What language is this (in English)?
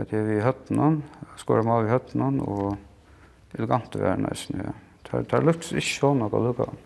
Faroese